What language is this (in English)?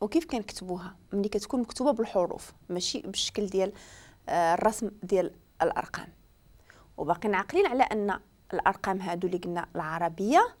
Moroccan Arabic